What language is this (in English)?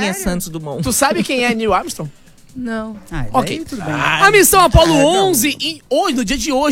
Portuguese